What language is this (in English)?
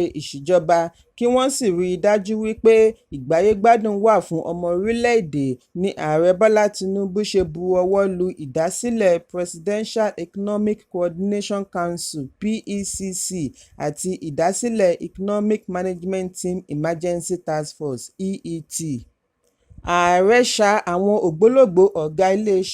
Yoruba